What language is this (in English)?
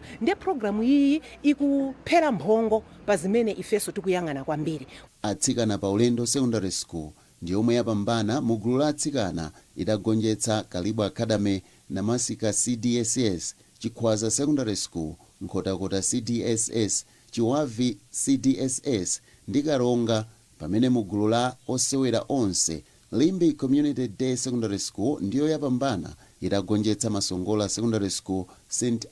Nyanja